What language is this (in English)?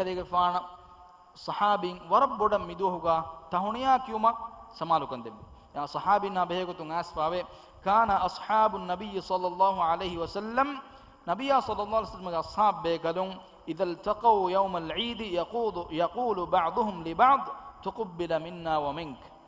Divehi